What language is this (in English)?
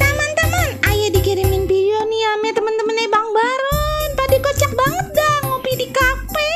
Betawi